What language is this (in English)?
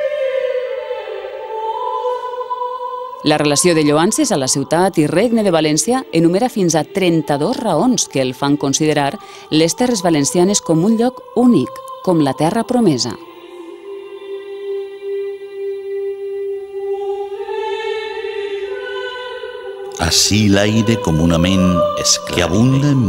Catalan